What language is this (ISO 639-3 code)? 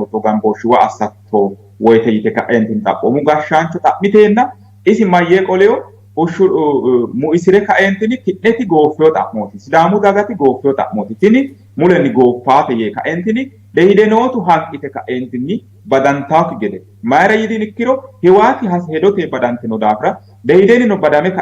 sid